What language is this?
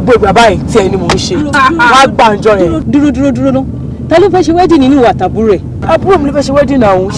Yoruba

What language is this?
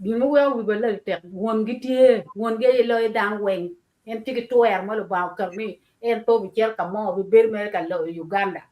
Acoli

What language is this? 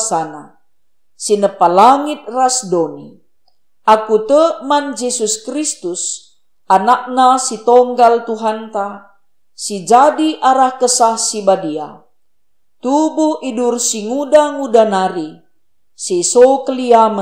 Batak Karo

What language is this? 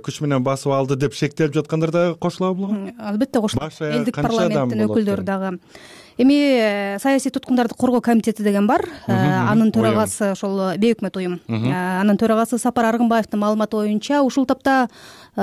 Kyrgyz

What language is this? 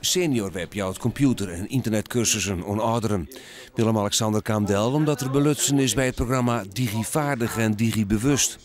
Western Frisian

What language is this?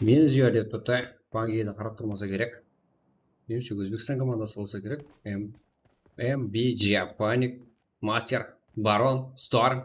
Kara-Kalpak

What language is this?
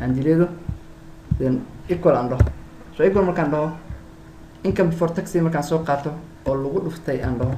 Somali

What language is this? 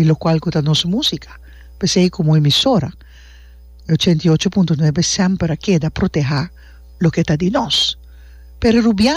Papiamento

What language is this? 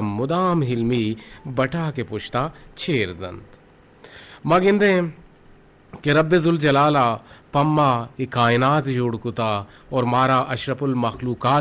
Eastern Balochi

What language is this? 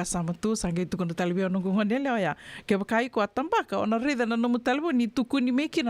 Fijian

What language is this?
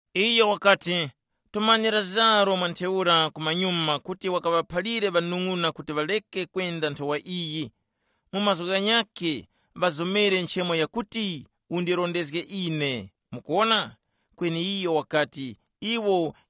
Tumbuka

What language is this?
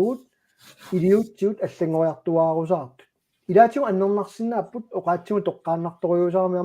Kalaallisut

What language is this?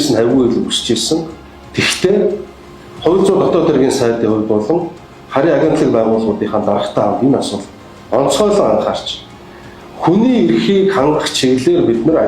Mongolian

